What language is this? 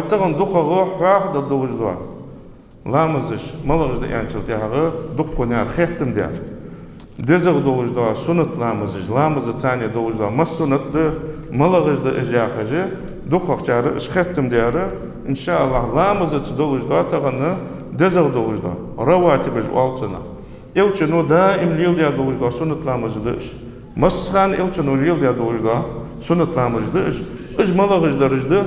Ingush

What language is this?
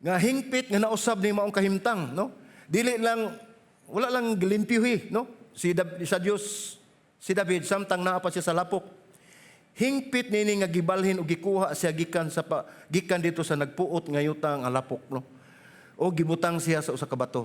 Cebuano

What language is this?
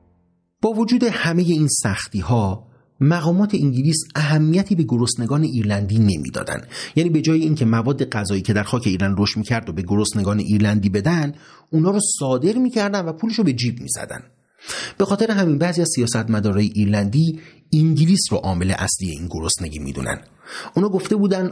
Persian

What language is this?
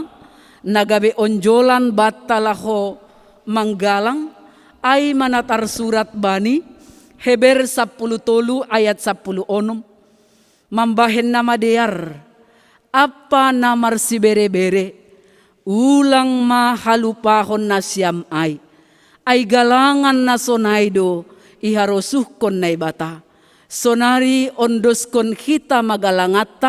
Batak Simalungun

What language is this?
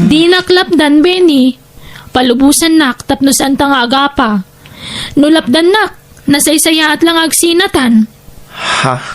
Iloko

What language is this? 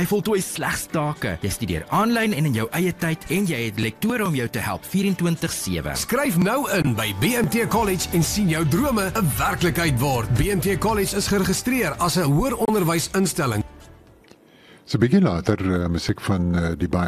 Afrikaans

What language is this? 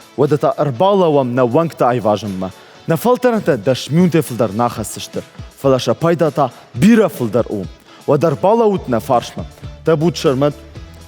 Ossetic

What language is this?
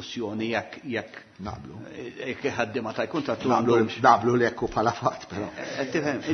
Maltese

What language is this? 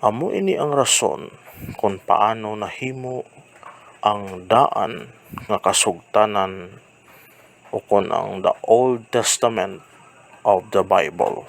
Hiligaynon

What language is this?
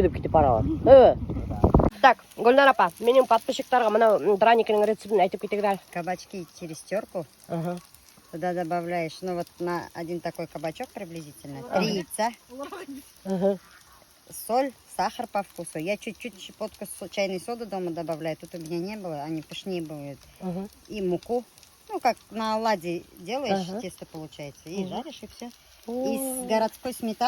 Bashkir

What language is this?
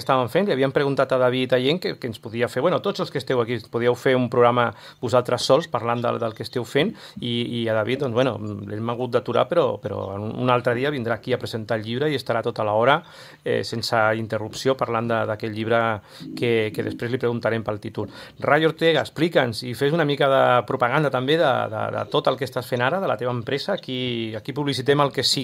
Catalan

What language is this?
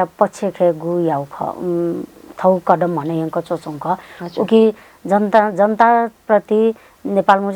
Newari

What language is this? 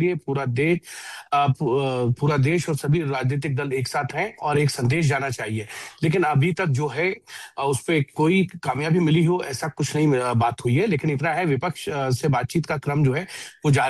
Hindi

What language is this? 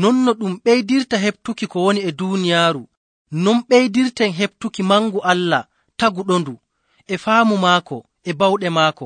Nigerian Fulfulde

